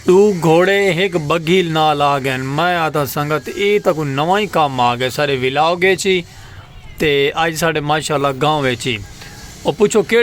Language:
Saraiki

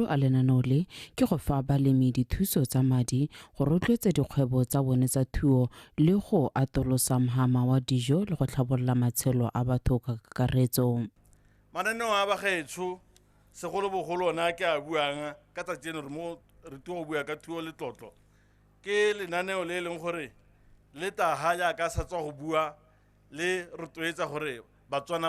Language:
Tswana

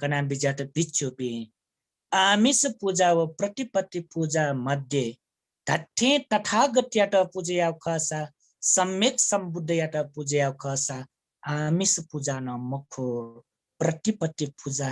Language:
Newari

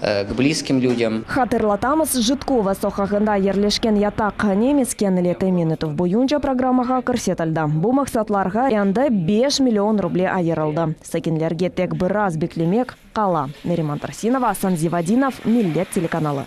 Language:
Crimean Tatar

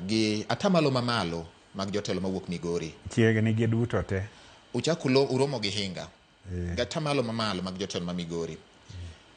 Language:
Luo (Kenya and Tanzania)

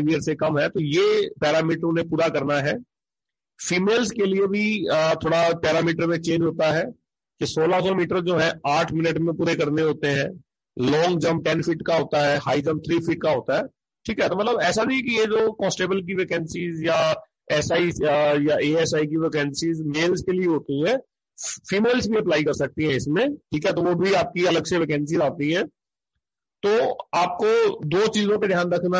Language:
Hindi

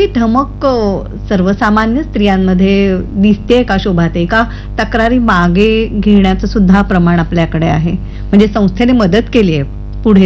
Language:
Marathi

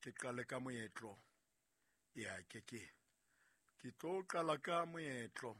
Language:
Southern Sotho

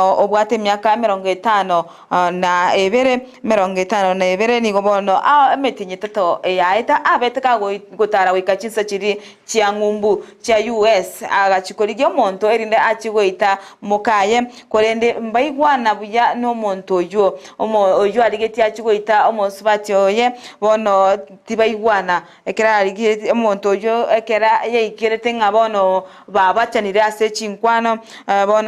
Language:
Gusii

